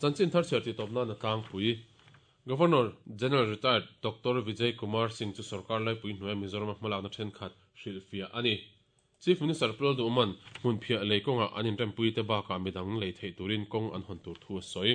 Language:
Mizo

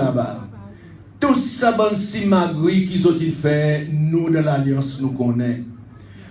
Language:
Seselwa Creole French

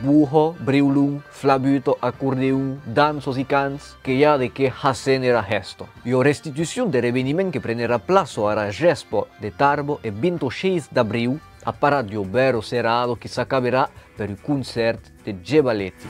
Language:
Occitan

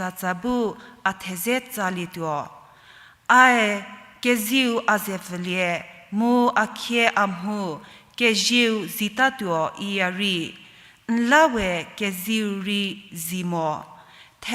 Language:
Angami Naga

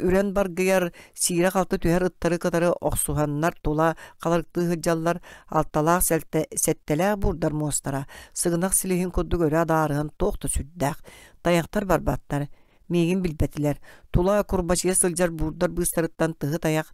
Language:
Yakut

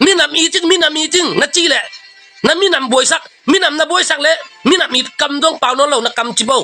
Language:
Tedim Chin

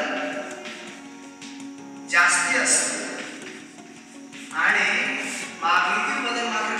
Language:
Marathi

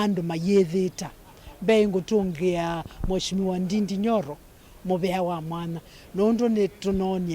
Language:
Kamba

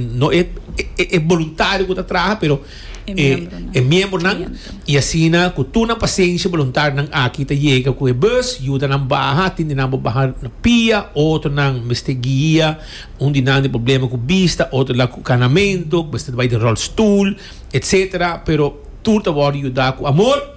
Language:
Papiamento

